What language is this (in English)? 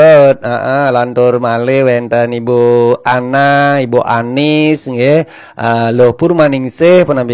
Balinese